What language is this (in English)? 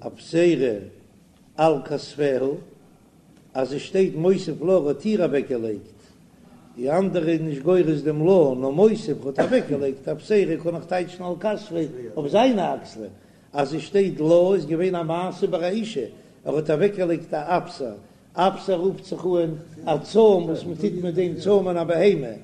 Yiddish